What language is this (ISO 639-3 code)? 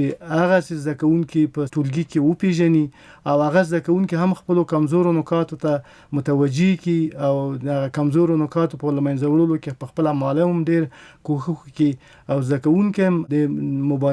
pus